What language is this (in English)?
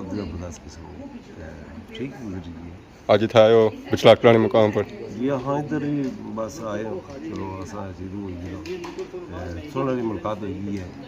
Pahari-Potwari